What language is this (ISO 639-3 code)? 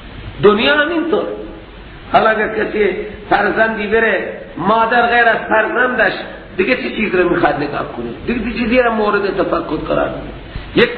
fas